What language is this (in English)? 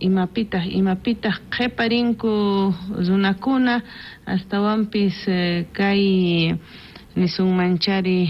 South Bolivian Quechua